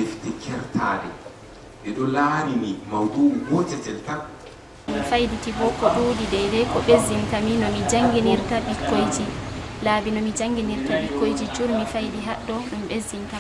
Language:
Fula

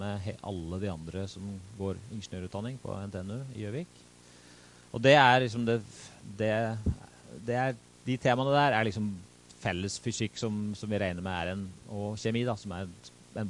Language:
Norwegian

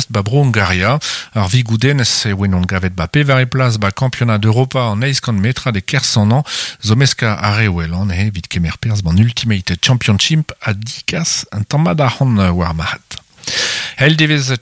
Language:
Breton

